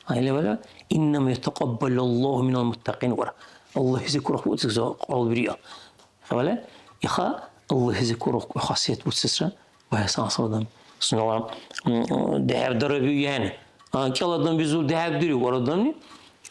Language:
Dargwa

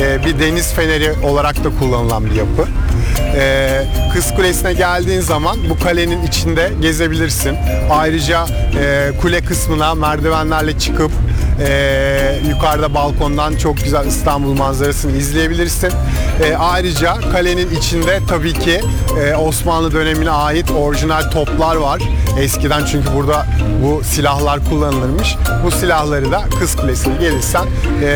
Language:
Turkish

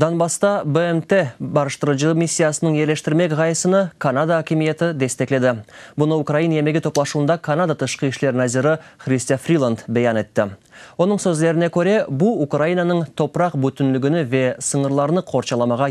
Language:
Crimean Tatar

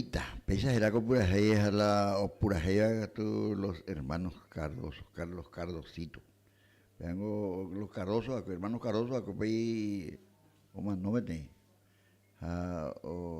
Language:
Guarani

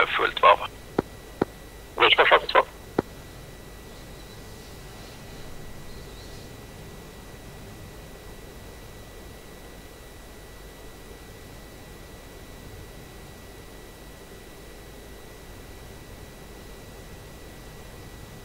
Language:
Swedish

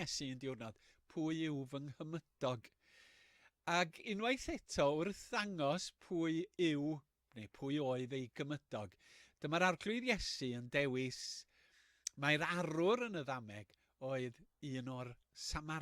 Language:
Welsh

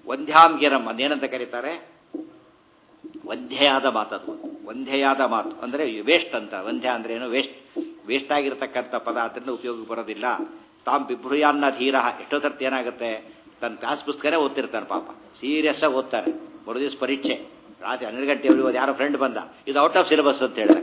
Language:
Kannada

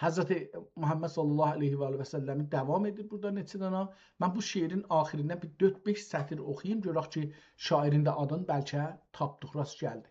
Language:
South Azerbaijani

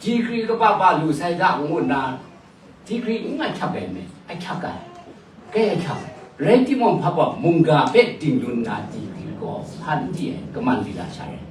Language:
Kachin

